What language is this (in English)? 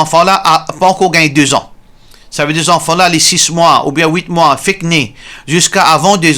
Morisyen